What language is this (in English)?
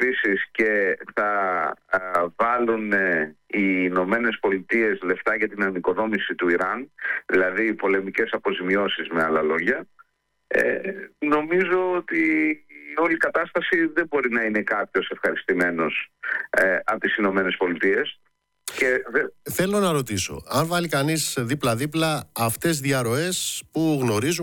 Greek